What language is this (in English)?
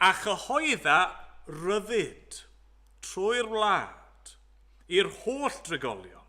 Welsh